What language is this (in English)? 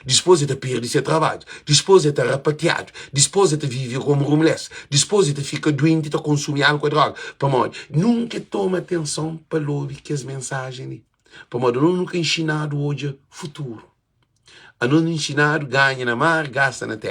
Kabuverdianu